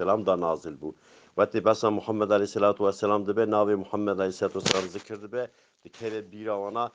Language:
Kurdish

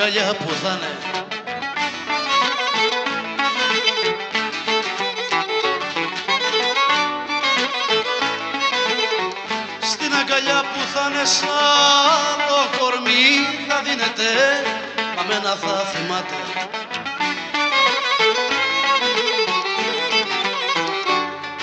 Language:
Greek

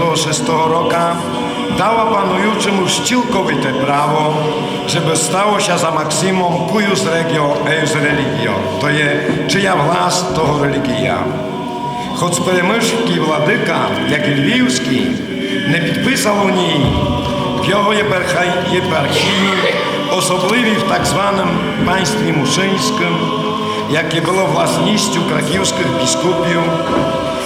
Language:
Rusyn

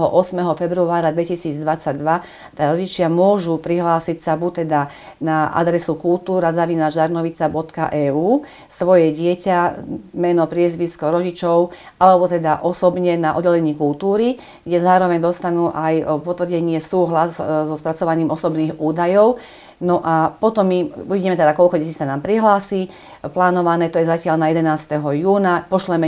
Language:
Slovak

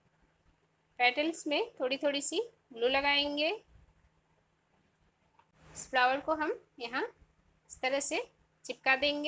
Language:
Hindi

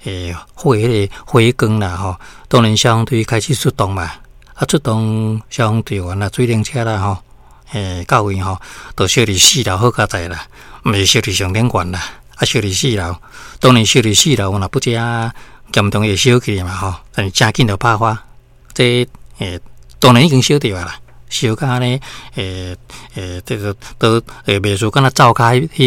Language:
Min Nan Chinese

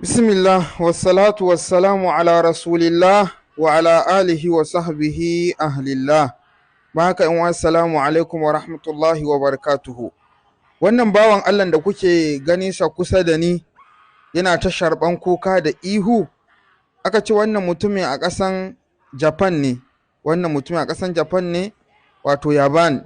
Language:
Hausa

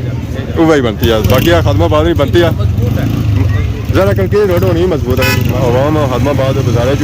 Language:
Pahari-Potwari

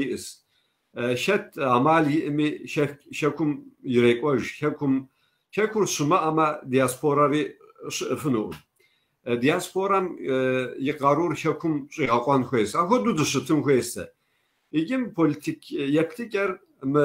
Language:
Kabardian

